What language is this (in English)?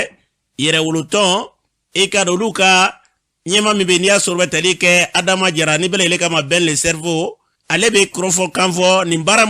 Bambara